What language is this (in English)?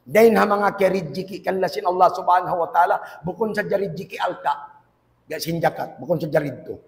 Tausug